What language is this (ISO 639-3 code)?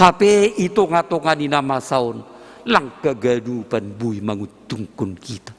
bts